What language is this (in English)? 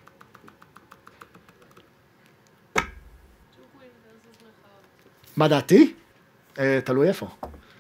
Hebrew